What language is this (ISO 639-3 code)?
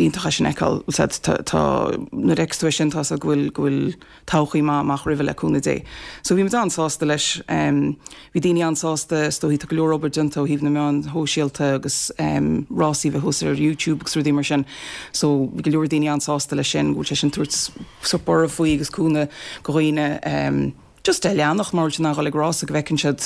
gle